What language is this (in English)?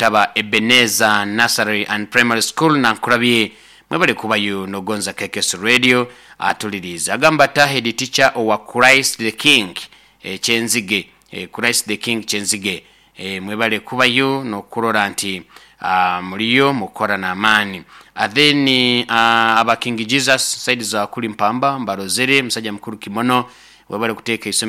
Nyoro